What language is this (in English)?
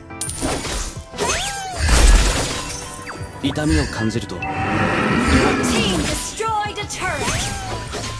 Japanese